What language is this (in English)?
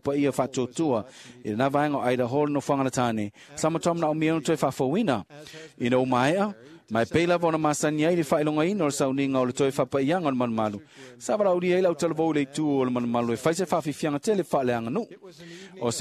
Samoan